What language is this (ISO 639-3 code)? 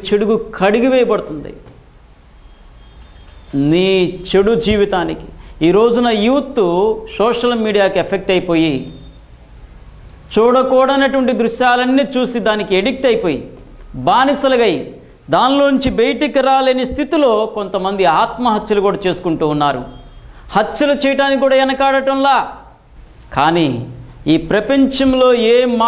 tel